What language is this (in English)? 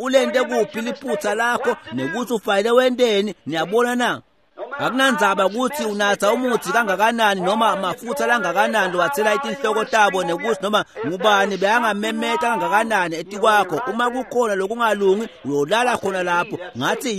Swati